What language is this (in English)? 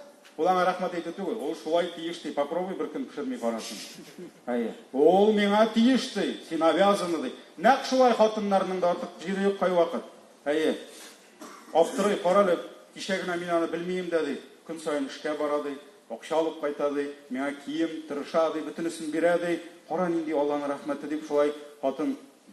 Tatar